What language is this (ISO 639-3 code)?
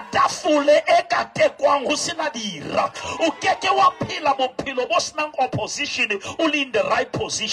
sot